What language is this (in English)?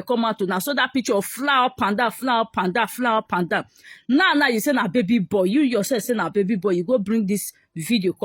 Nigerian Pidgin